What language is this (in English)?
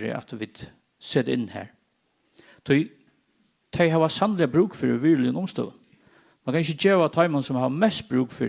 Faroese